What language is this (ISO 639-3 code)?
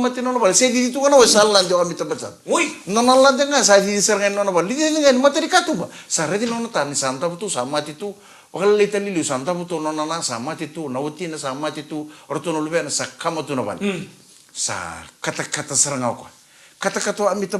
fij